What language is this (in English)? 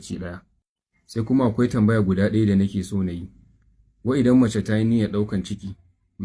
Hausa